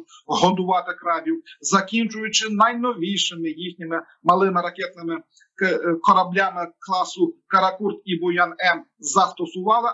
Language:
Ukrainian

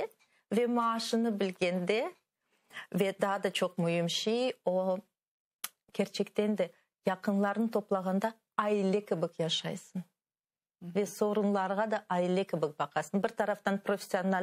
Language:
Crimean Tatar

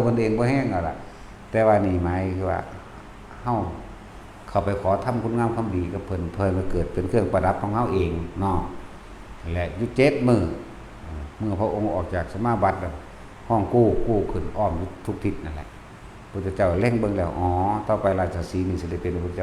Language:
Northeastern Thai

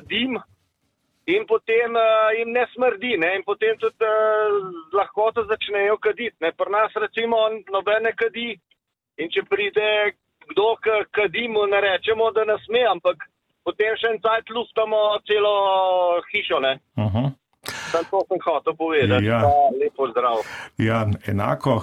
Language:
Slovenian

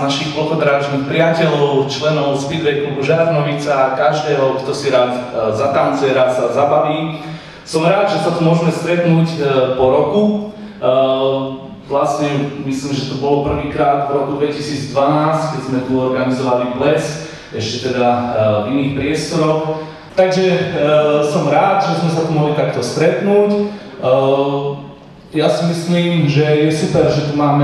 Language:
Slovak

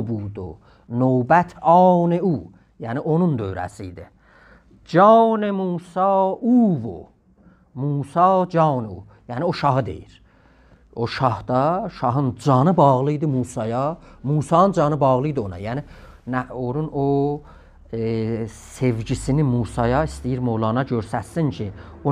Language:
South Azerbaijani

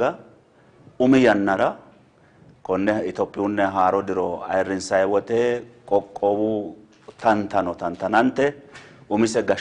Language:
Sidamo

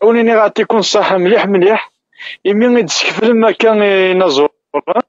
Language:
Kabyle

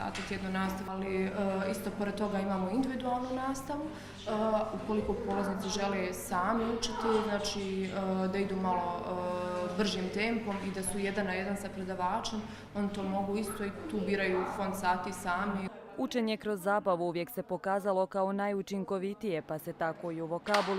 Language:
Croatian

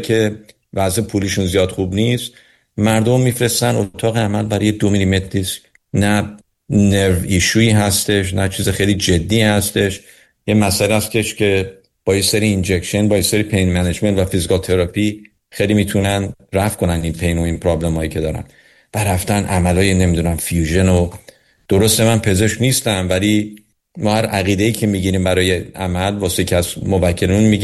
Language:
Persian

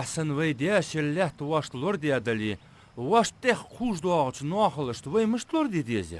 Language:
Ingush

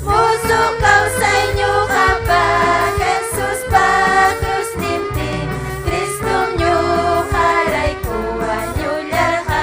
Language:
Ayacucho Quechua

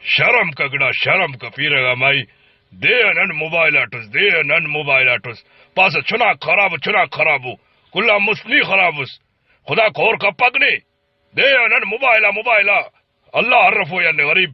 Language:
Brahui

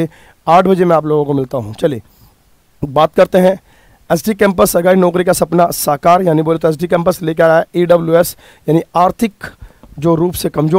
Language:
Hindi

